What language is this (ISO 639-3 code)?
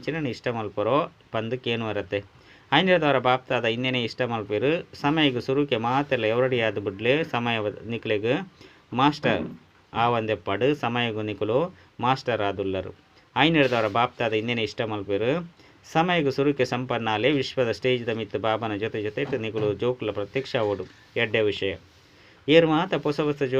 tcy